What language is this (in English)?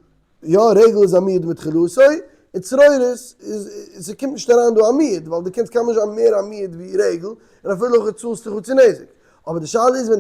Yiddish